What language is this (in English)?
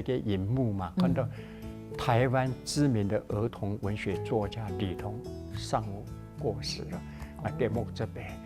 Hakka Chinese